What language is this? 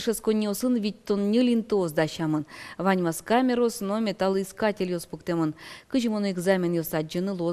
Udmurt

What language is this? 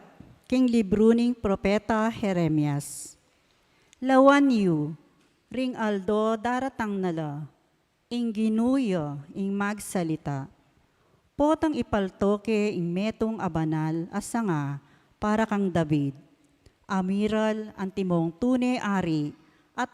Pampanga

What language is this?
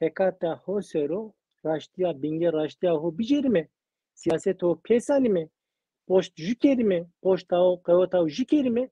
Zaza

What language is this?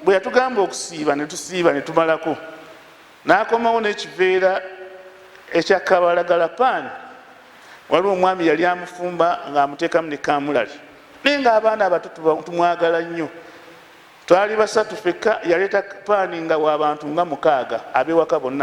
Ganda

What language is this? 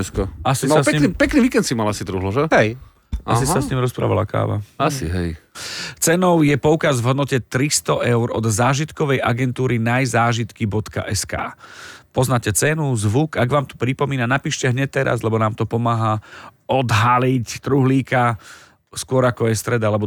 Slovak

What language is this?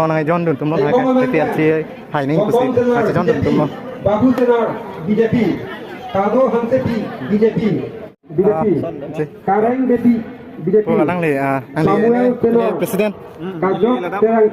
Karbi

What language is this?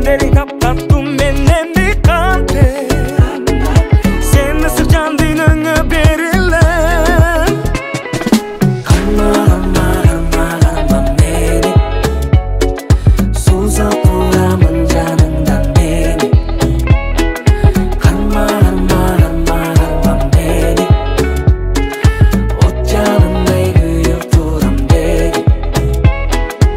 Kazakh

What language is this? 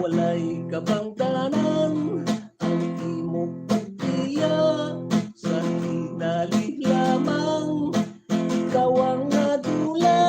Hiligaynon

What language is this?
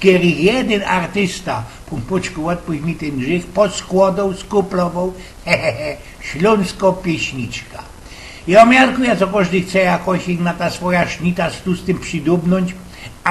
Silesian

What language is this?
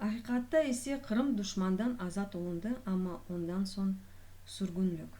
Crimean Tatar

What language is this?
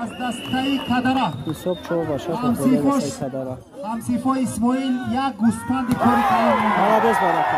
Tajik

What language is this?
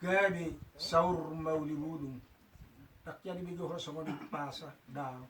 Batak Toba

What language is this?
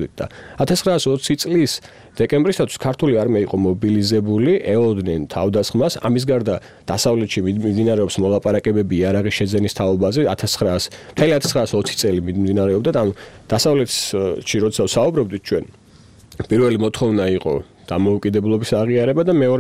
Georgian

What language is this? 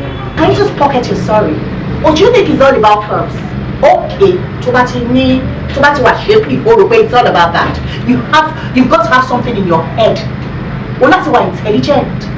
Yoruba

